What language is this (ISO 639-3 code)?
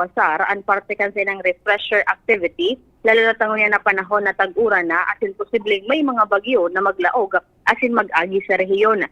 bik